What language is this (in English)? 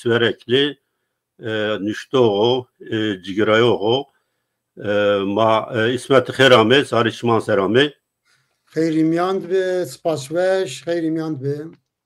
Zaza